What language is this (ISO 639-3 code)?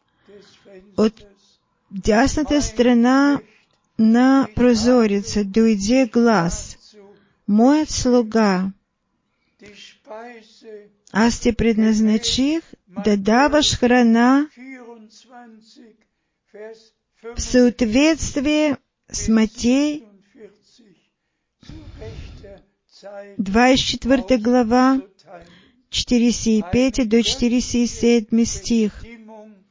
bul